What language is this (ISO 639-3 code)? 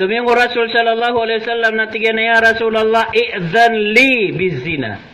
mrw